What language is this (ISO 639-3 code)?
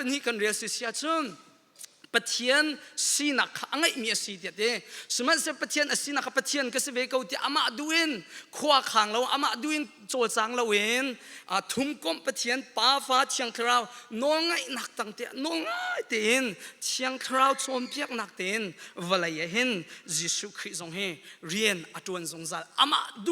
cnh